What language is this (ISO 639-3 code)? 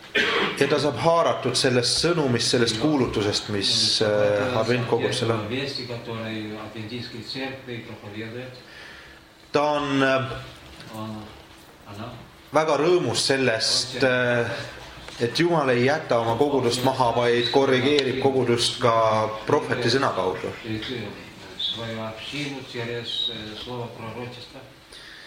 est